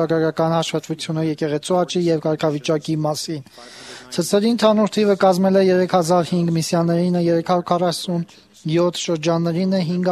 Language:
Armenian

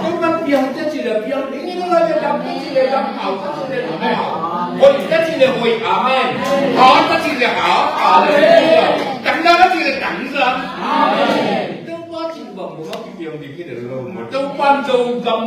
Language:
Tedim Chin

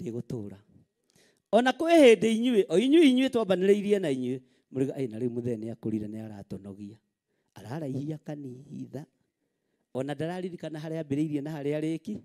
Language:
Kikuyu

